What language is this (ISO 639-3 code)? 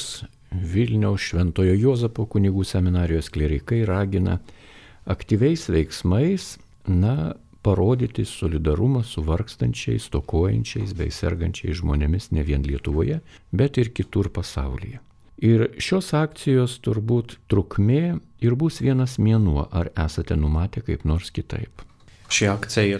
lit